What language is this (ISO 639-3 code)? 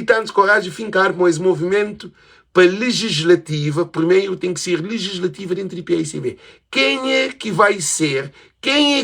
kea